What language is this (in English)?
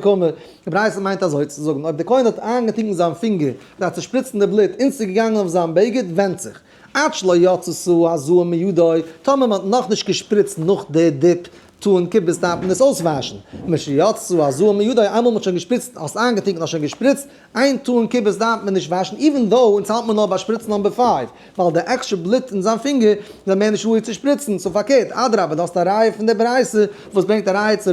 Yiddish